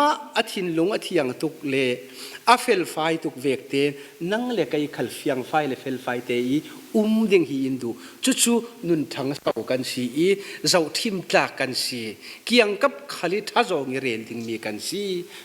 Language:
Falam Chin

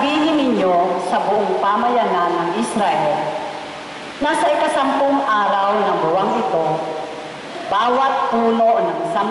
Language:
Filipino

